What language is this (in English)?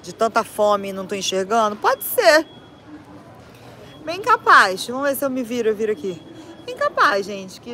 Portuguese